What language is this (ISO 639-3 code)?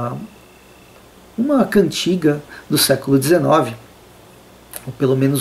por